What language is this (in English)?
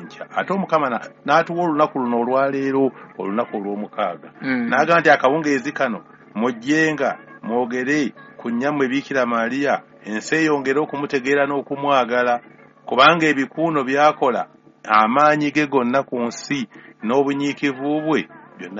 Ganda